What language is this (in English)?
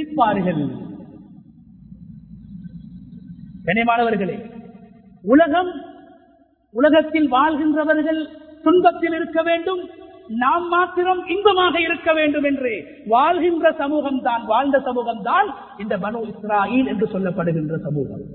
Tamil